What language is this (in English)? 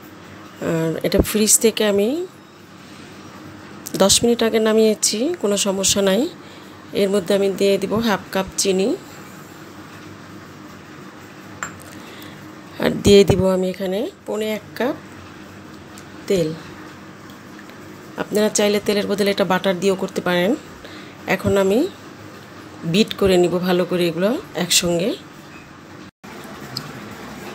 Bangla